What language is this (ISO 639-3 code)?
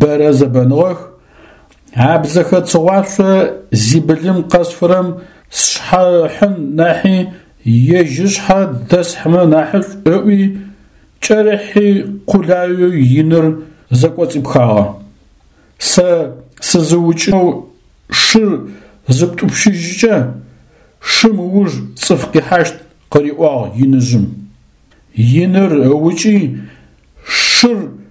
ady